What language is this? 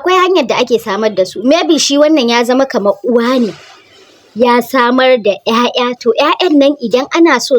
Hausa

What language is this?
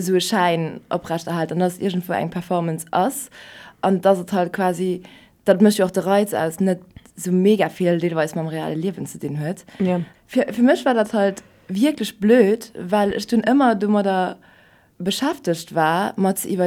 Luxembourgish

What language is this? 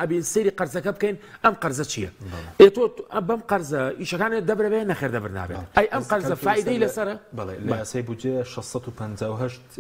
Central Kurdish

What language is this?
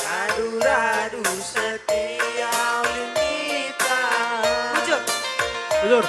Batak Karo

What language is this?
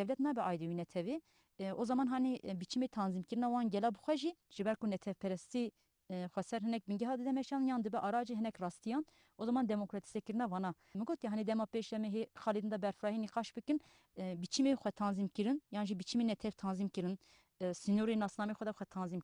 Kurdish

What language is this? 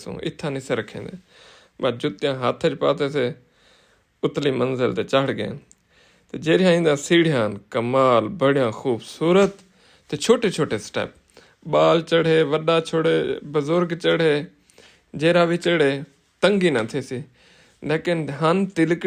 Saraiki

